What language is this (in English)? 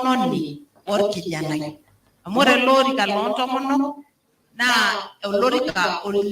Masai